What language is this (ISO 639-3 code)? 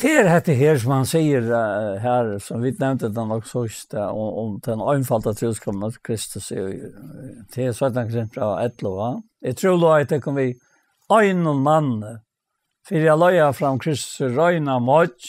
fao